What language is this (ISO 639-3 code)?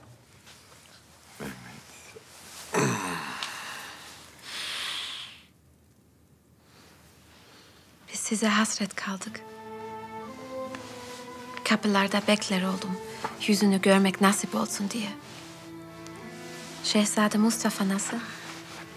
tur